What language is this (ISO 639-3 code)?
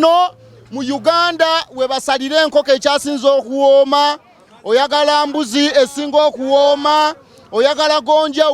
lug